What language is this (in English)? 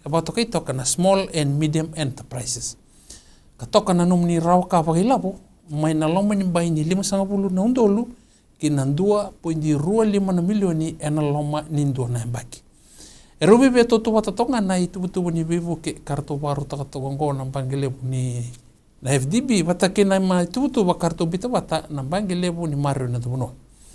Fijian